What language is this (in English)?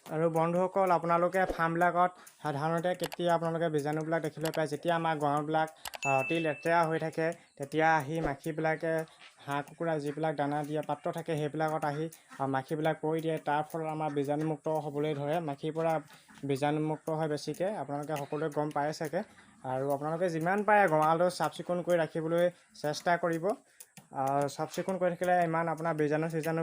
Assamese